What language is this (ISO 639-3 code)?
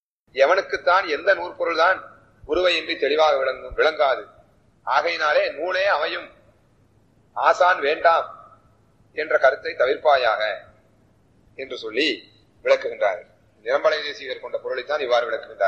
tam